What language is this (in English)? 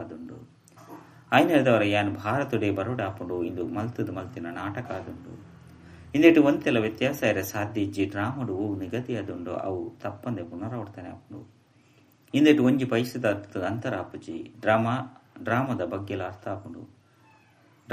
Tulu